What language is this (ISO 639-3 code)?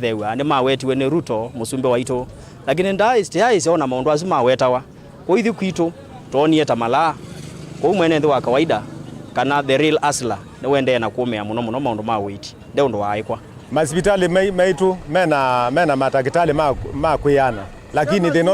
kam